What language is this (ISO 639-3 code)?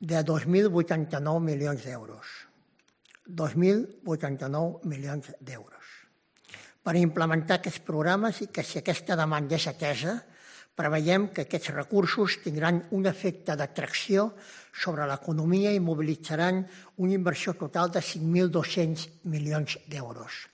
cat